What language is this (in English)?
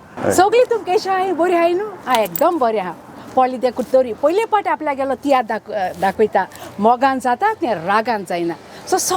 Konkani